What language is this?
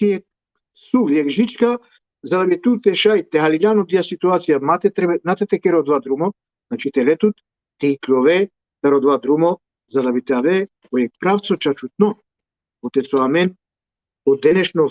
Balkan Romani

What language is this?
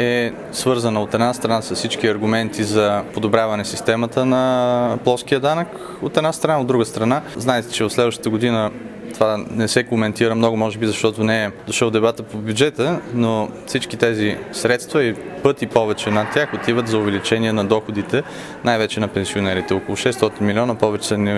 Bulgarian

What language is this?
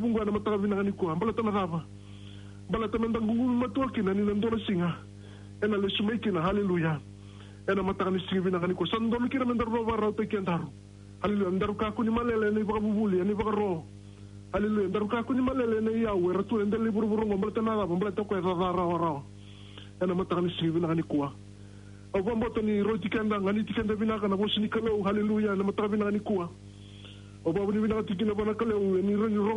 Fijian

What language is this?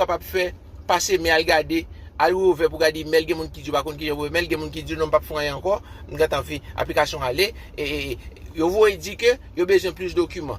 Haitian Creole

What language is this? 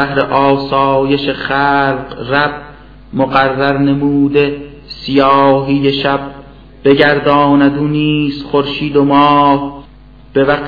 Persian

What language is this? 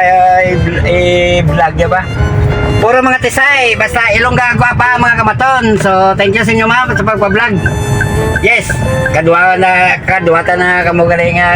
Hiligaynon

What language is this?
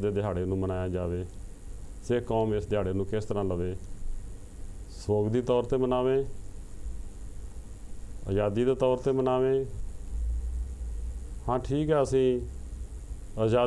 Punjabi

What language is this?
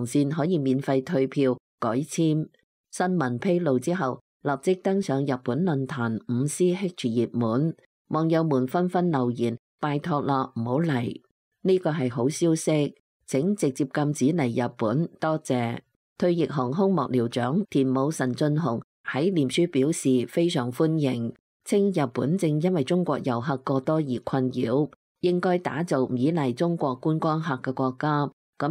Cantonese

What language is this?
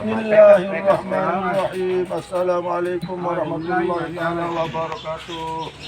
Sasak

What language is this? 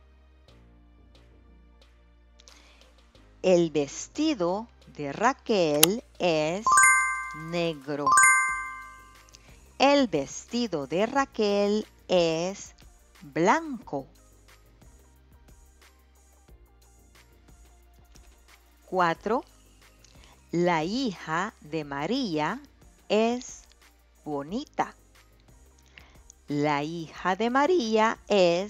Spanish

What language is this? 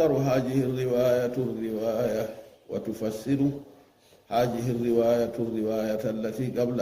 Fula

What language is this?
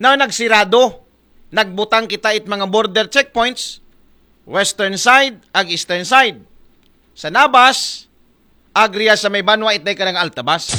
Aklanon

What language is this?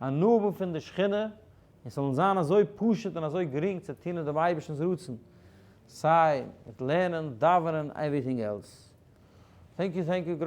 Yiddish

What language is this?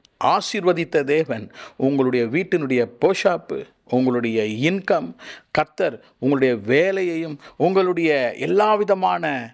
Tamil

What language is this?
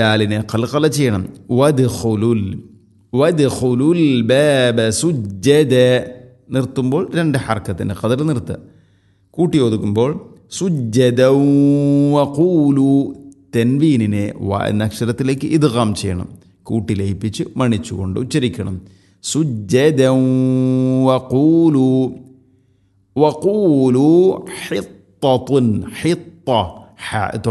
Malayalam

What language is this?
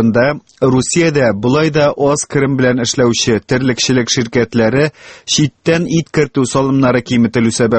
Tatar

